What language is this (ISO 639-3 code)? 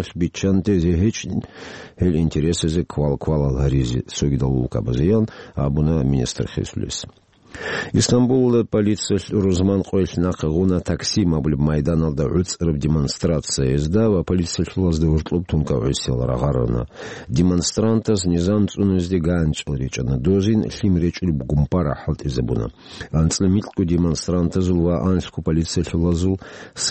ava